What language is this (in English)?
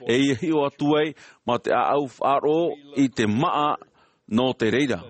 Tahitian